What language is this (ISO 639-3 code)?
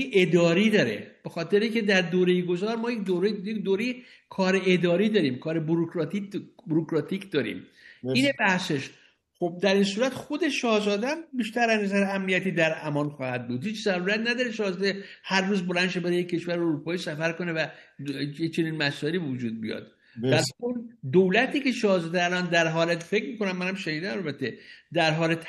fas